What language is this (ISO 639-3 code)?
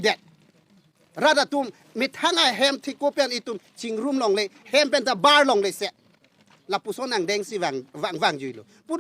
mjw